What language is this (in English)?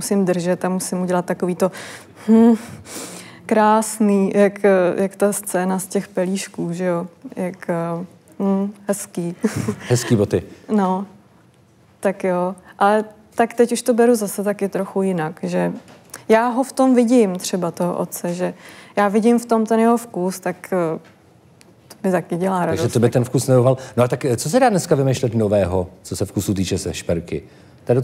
Czech